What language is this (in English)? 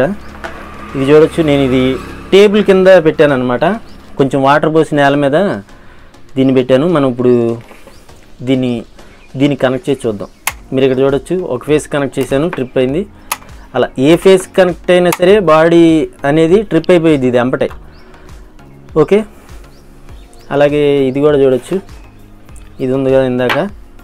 Telugu